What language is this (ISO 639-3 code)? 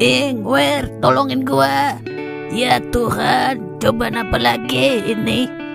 bew